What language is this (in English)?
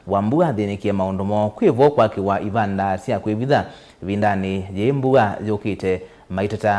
Kamba